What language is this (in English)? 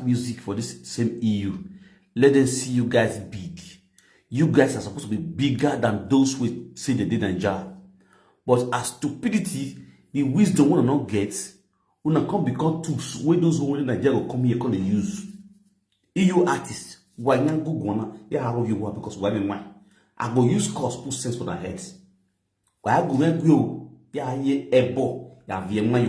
Nigerian Pidgin